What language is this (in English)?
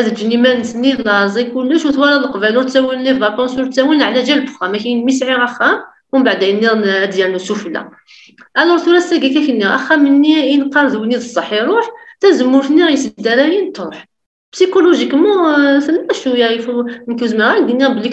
Kabyle